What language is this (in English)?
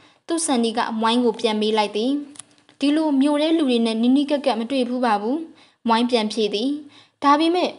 Burmese